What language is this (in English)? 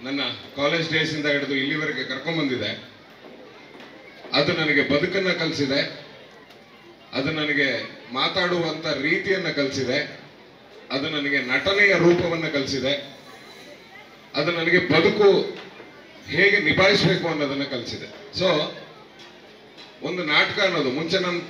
Kannada